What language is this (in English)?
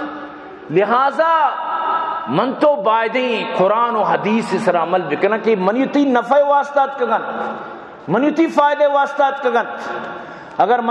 Baluchi